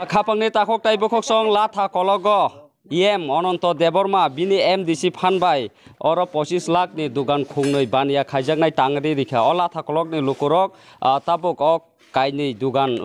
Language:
Kok Borok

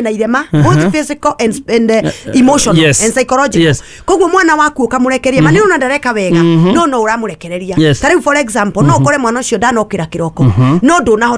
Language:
Kikuyu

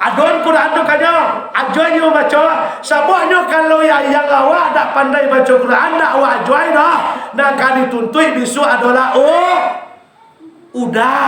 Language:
Minangkabau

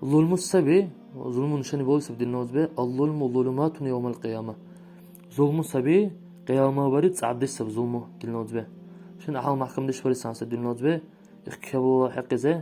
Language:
Dargwa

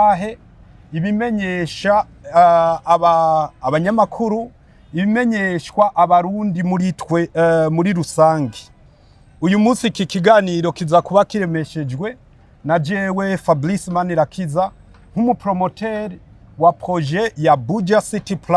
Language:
Rundi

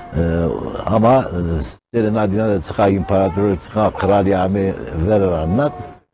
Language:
Zaza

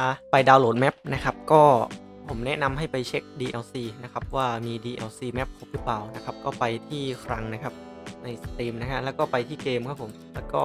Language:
Thai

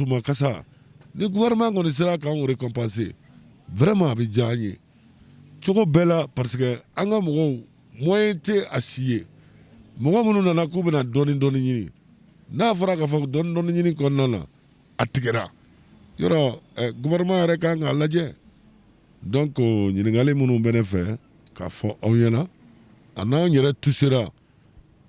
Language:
Bambara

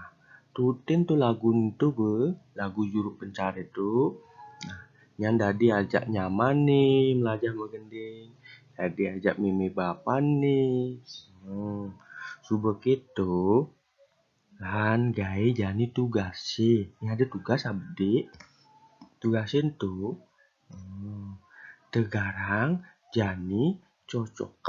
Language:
Balinese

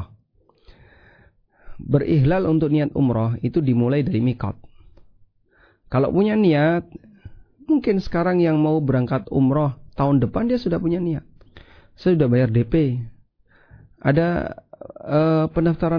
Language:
Indonesian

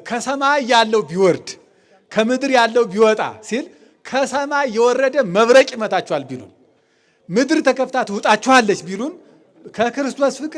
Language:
Amharic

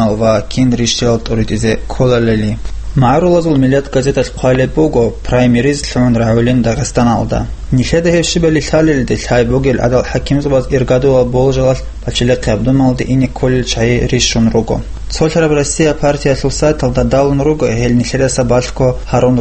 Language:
Avaric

